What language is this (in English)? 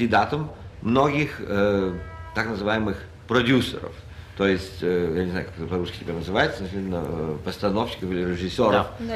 Russian